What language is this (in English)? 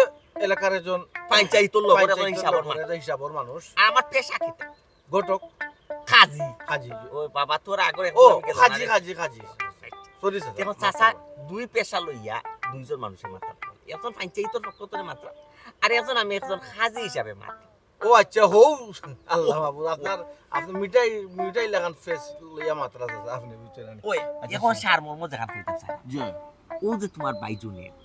Sylheti